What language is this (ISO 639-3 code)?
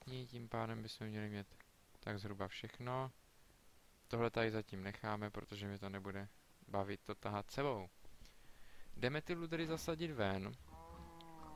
ces